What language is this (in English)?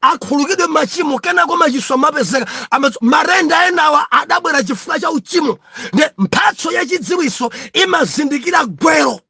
Nyanja